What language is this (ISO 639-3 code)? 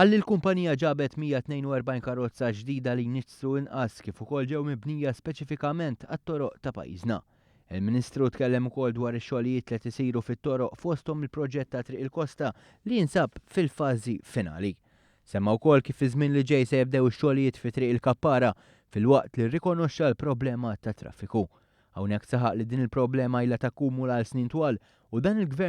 mlt